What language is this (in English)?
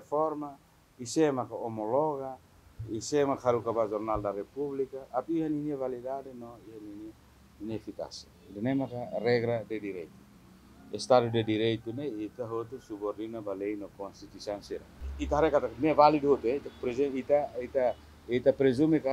Tetum